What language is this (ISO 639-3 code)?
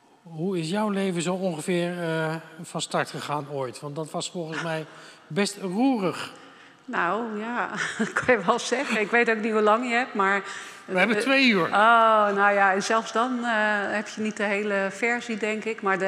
nld